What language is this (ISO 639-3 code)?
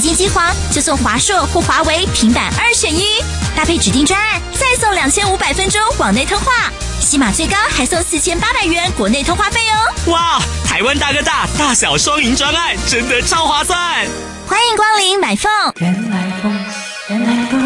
zho